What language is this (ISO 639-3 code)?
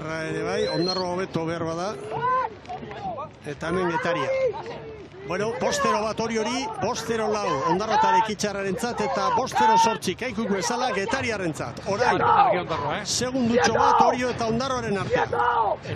eus